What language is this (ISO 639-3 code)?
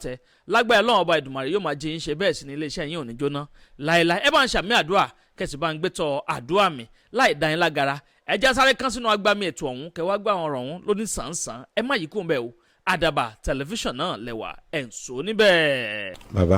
yor